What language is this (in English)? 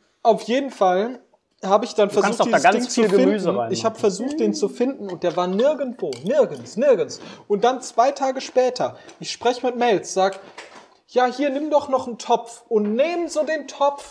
German